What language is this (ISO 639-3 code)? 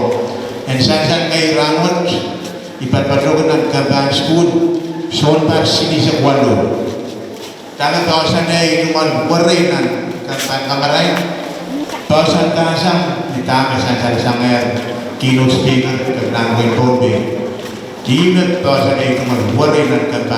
pon